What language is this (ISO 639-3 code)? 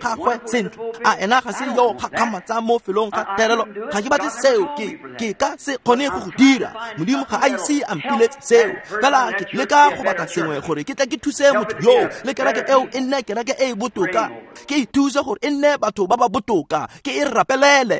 tsn